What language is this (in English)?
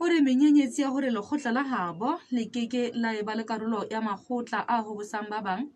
Southern Sotho